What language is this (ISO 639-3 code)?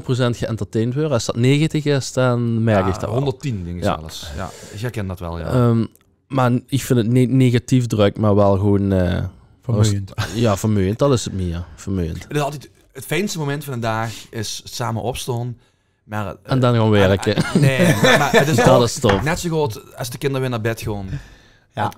lim